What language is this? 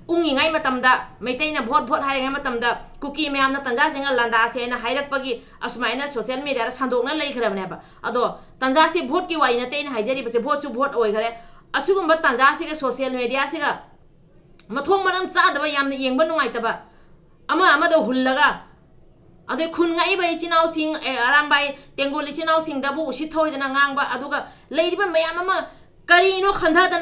Manipuri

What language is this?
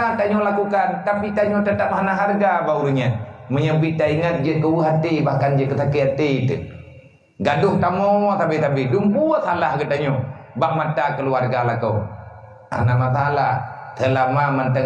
Achinese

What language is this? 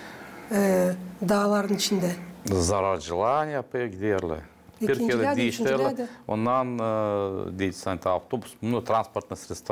Gagauz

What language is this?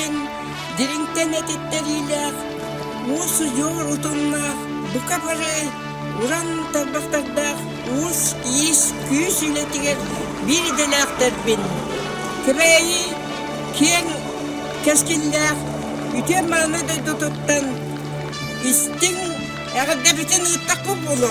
Yakut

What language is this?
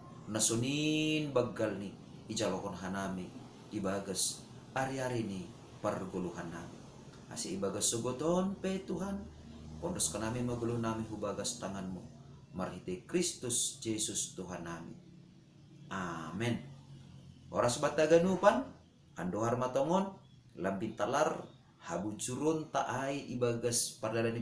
Batak Simalungun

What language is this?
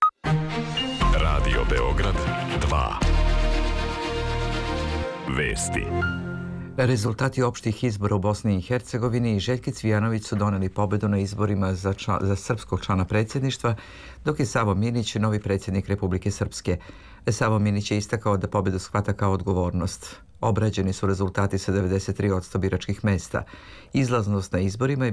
Serbian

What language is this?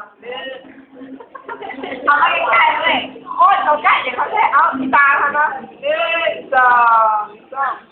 Lao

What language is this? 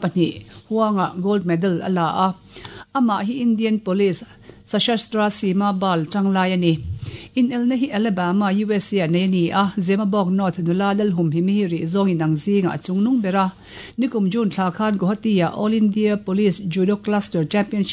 Mizo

